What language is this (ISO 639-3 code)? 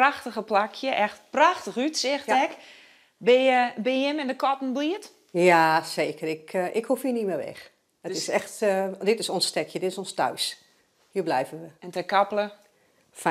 fry